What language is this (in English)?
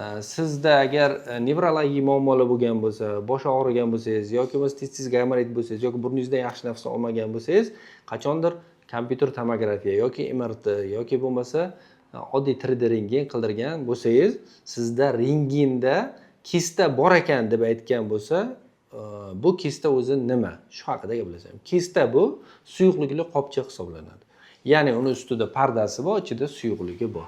Uzbek